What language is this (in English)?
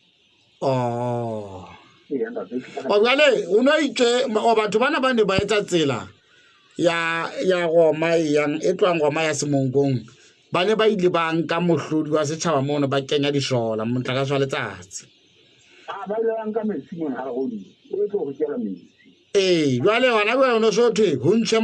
Southern Sotho